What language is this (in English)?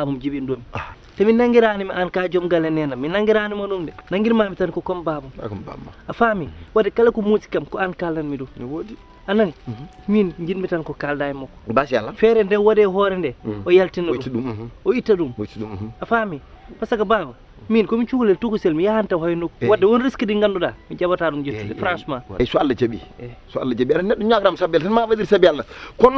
Fula